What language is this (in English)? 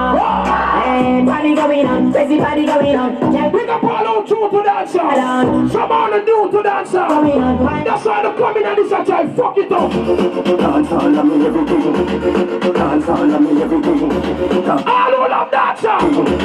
Jamaican Creole English